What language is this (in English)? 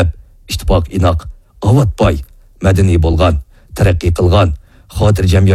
Uyghur